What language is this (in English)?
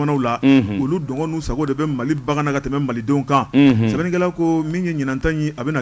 Bambara